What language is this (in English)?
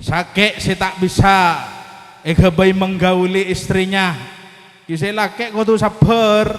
Madurese